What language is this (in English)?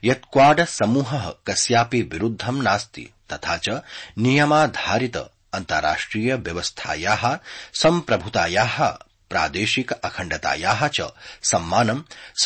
Sanskrit